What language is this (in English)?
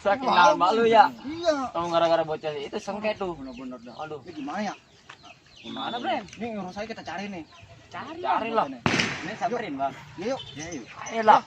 Betawi